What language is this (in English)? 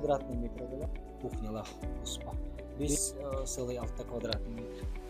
Yakut